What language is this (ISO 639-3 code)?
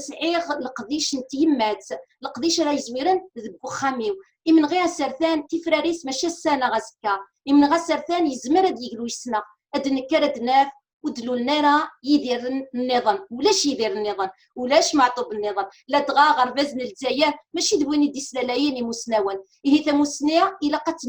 kab